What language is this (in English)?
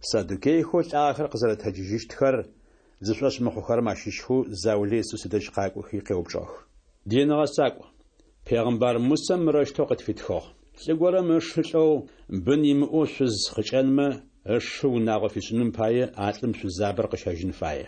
Adyghe